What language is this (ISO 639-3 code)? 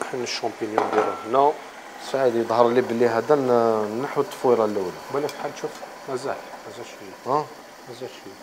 arq